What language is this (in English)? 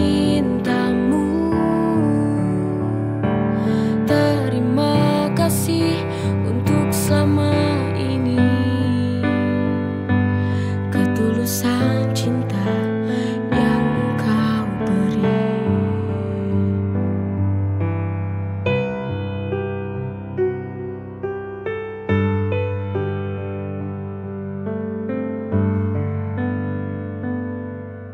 Indonesian